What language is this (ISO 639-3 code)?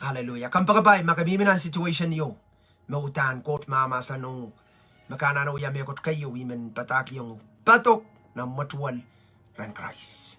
pon